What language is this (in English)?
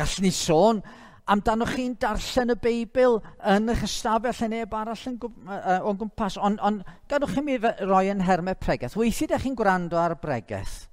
Welsh